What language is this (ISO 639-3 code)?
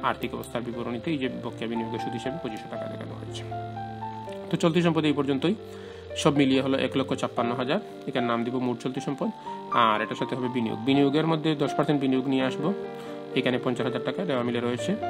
ben